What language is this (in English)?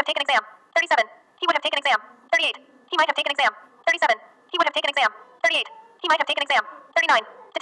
English